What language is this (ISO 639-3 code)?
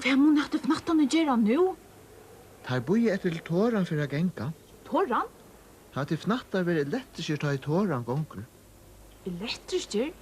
fao